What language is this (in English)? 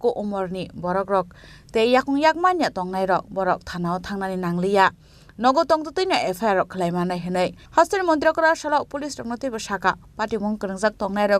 Kok Borok